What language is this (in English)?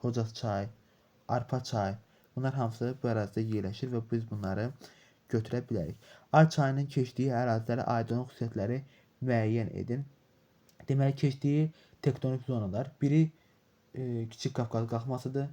Azerbaijani